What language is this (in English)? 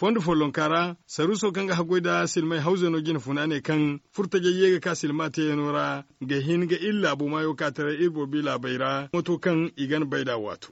Zarma